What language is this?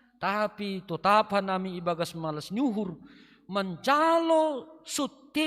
Batak Simalungun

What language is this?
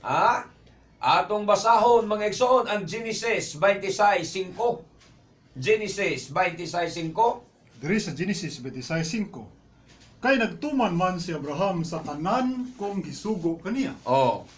Cebuano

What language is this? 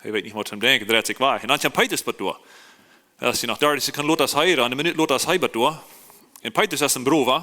Plautdietsch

